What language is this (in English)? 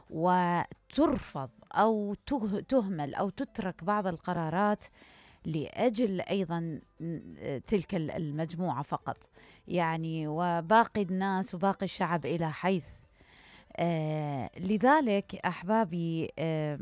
Mesopotamian Arabic